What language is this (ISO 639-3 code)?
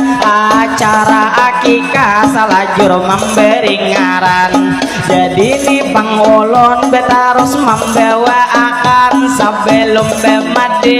bjn